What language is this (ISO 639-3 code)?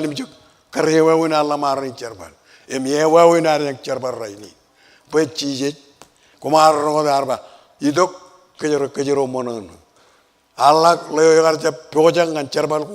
mah